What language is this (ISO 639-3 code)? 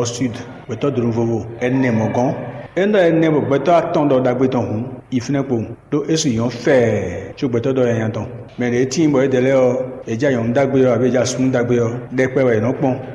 fon